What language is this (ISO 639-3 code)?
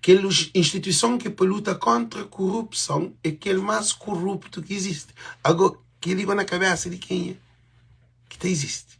kea